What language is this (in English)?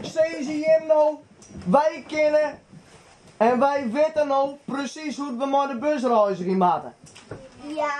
Western Frisian